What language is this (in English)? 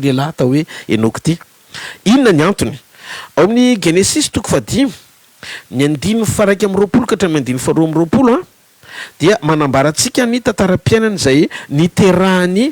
Malagasy